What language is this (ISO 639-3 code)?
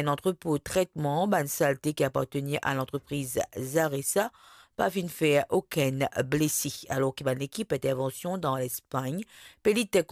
mfe